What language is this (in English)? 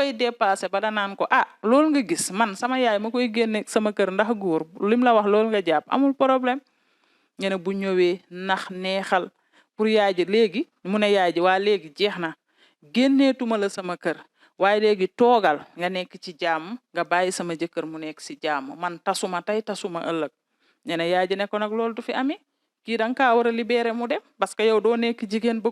Wolof